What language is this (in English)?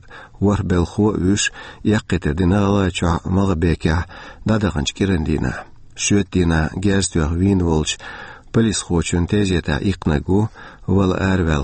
Chechen